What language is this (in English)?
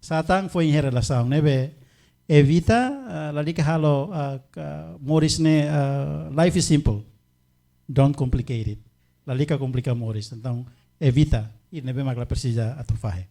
Tetum